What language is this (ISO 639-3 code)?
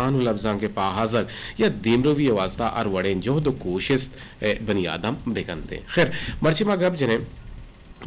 bgp